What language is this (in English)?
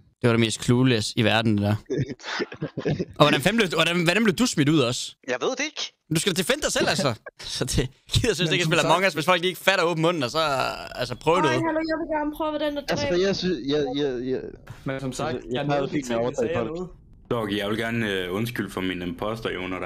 Danish